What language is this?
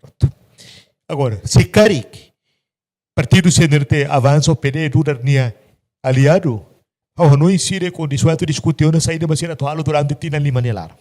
Tetum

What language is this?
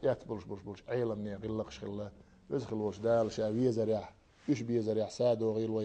Chechen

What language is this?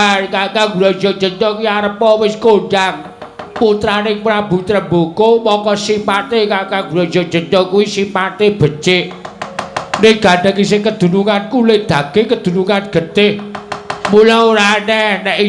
Javanese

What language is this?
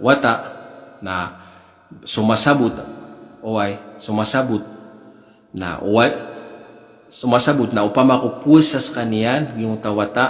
Maranao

